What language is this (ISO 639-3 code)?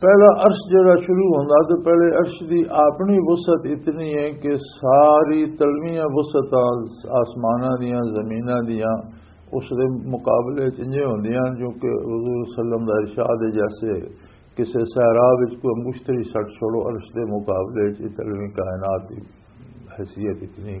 lah